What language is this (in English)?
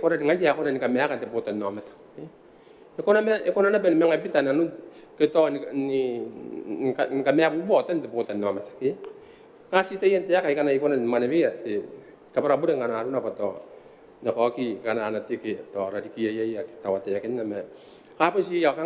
Gilbertese